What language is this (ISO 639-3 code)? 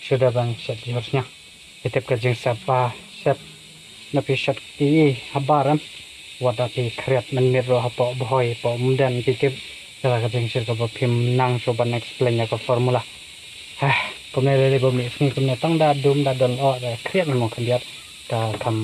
kha